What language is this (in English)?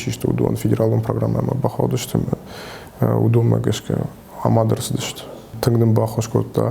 Ossetic